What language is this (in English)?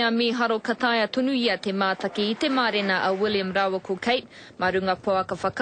Māori